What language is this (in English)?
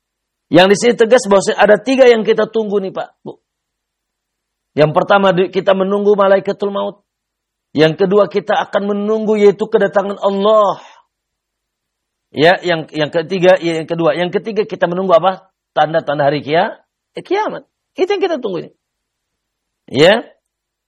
Indonesian